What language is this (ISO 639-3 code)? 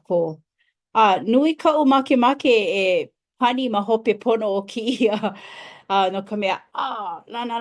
haw